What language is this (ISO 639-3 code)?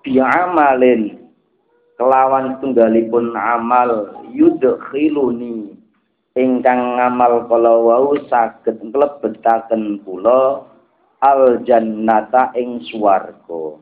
jav